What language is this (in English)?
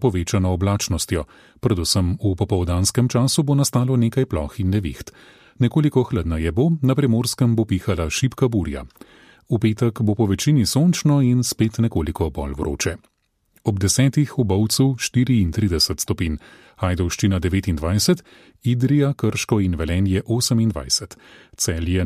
Slovenian